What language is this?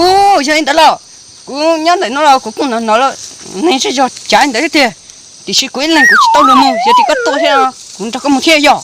Hmong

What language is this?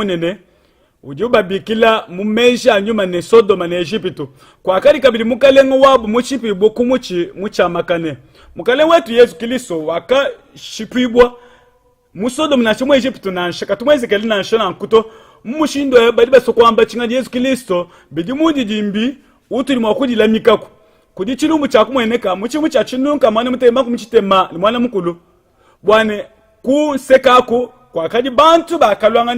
Luba-Lulua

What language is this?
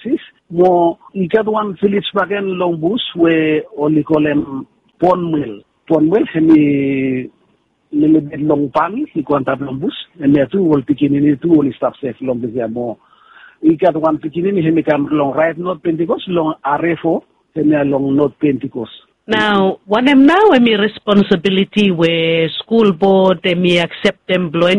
Bislama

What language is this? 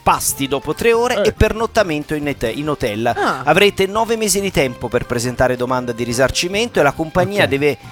Italian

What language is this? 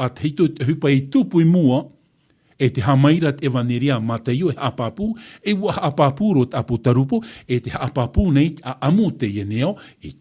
Tahitian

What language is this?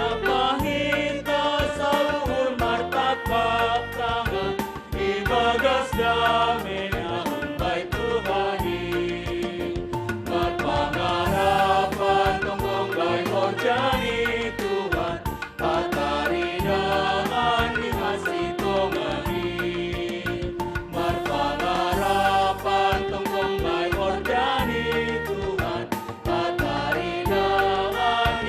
Batak Simalungun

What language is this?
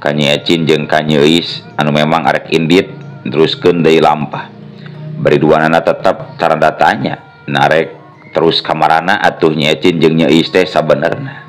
Sundanese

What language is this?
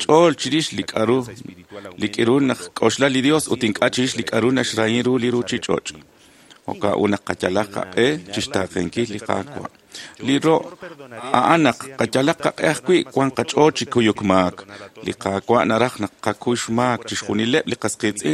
Kekchí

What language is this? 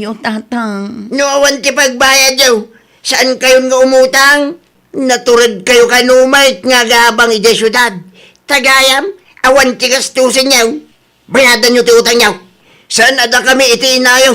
Iloko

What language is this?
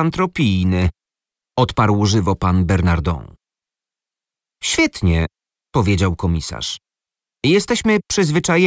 Polish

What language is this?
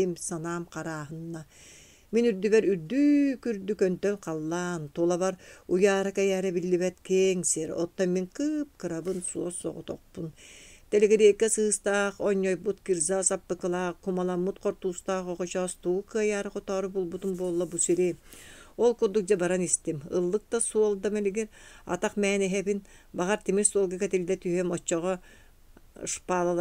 Yakut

